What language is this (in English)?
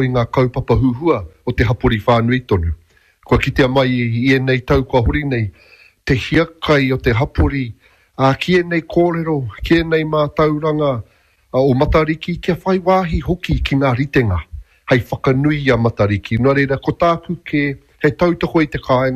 Māori